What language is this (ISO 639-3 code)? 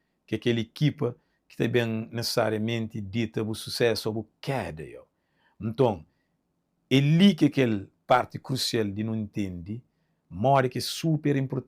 kea